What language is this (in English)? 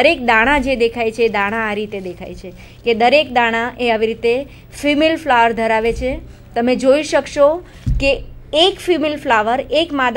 Gujarati